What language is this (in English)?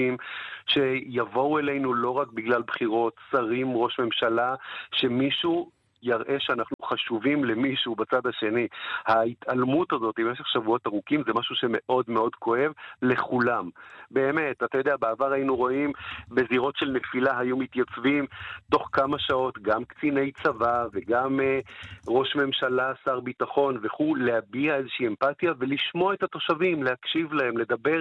Hebrew